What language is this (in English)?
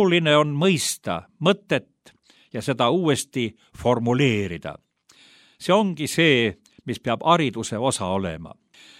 Estonian